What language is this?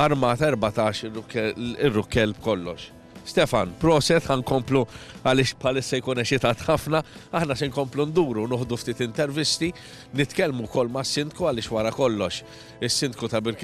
Maltese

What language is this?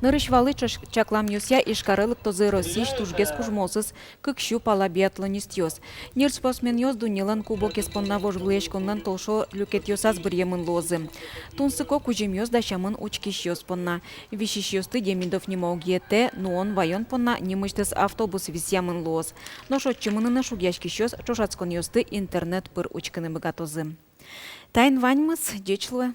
Udmurt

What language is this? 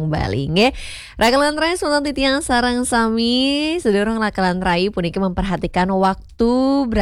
Balinese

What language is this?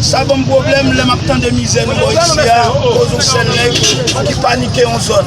Haitian Creole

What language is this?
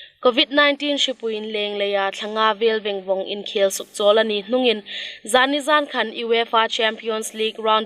Hmar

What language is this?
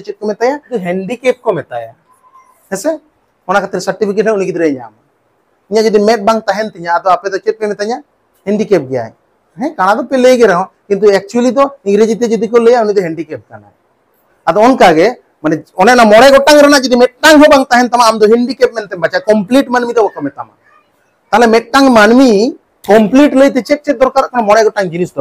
Santali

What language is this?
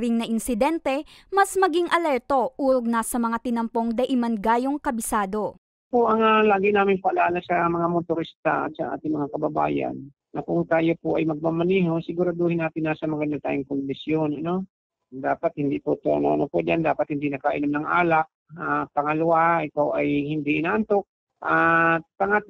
Bikol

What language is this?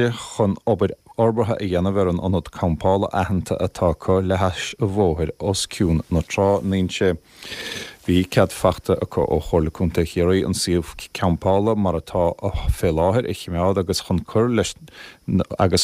Irish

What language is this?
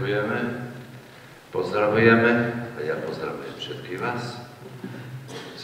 Slovak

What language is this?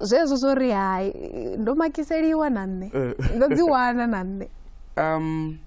Venda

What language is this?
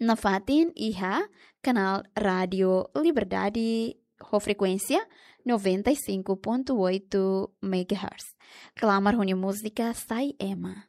Tetum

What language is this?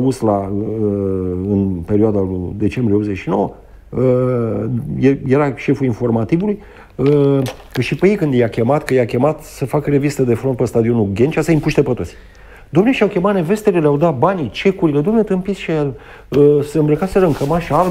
Romanian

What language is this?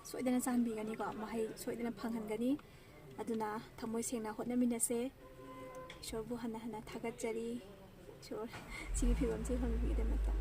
Manipuri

